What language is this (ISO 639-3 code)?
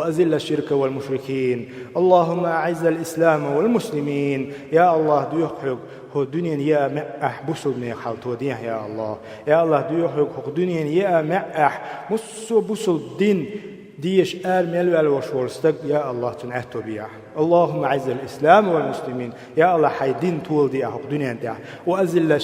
che